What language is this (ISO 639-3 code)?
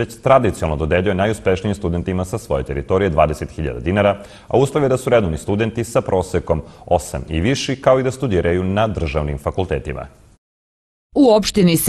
srp